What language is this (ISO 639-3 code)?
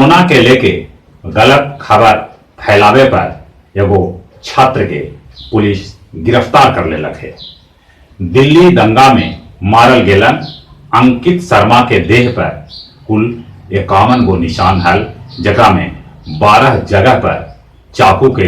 mag